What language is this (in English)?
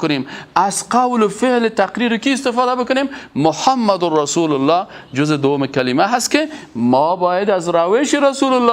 Persian